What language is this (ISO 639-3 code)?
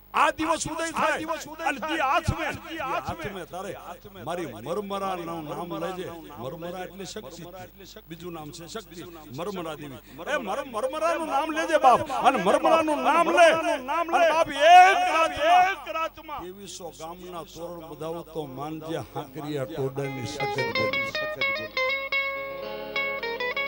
guj